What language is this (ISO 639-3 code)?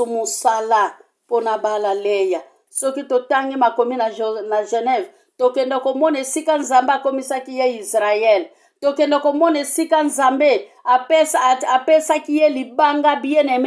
lin